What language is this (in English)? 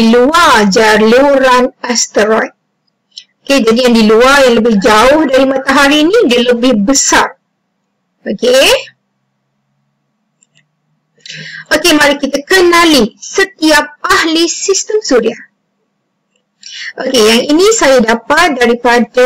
Malay